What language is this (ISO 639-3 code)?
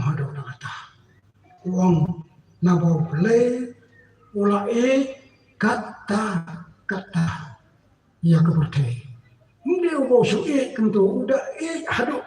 kha